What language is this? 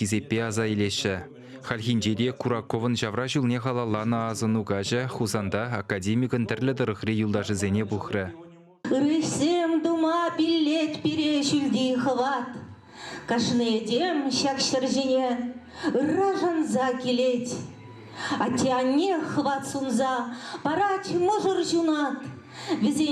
Chuvash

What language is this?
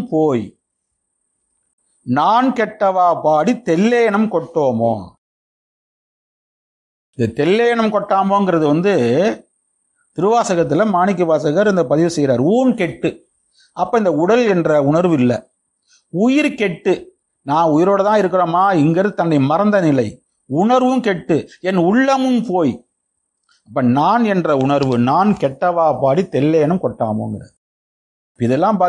Tamil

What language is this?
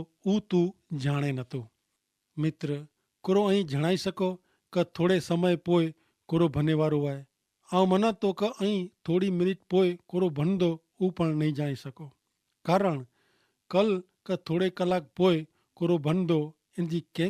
Kachhi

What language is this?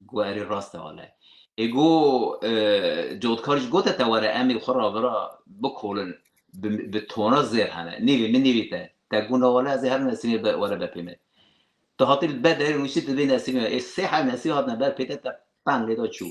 Kurdish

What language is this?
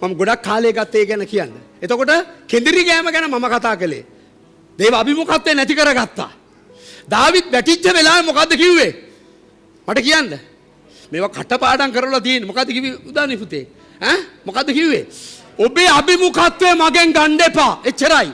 Sinhala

